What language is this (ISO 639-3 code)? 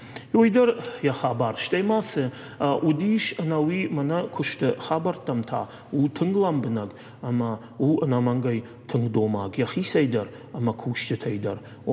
oss